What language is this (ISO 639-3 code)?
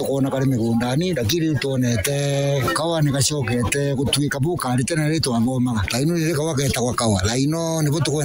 mer